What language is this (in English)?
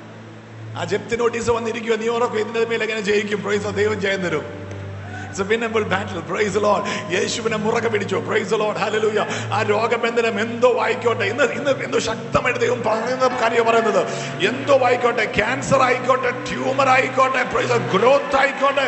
Malayalam